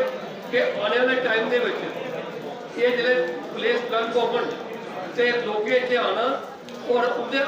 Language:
Dogri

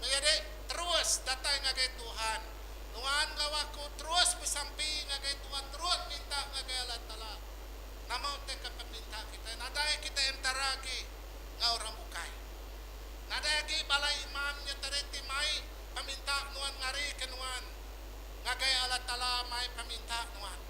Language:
Iban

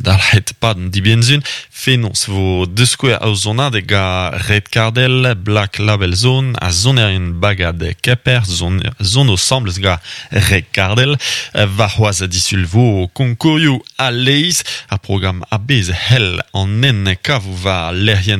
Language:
Breton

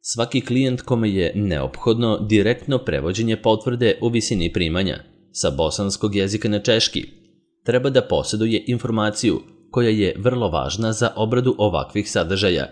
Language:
Serbian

